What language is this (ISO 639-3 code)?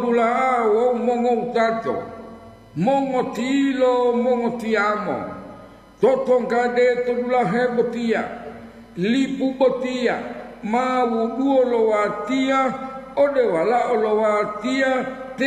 gor